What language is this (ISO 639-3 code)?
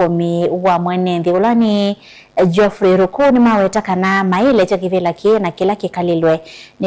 kam